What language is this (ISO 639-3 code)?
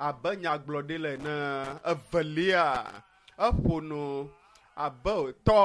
ewe